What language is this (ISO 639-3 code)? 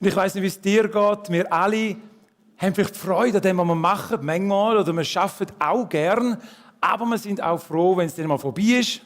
gsw